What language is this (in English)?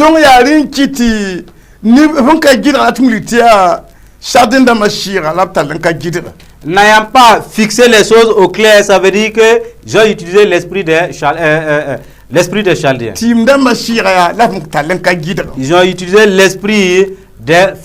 Mossi